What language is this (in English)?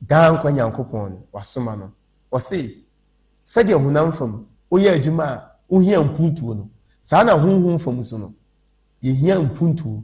Akan